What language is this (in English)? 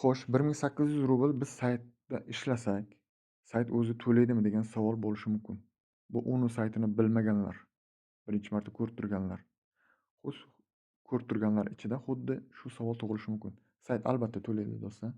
Uzbek